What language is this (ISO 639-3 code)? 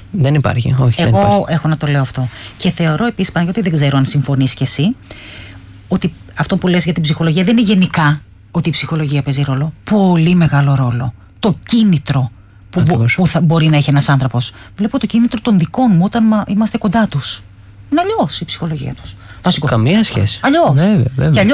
ell